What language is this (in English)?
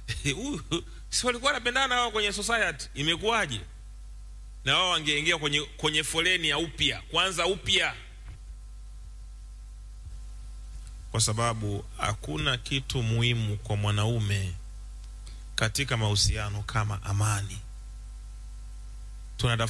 Swahili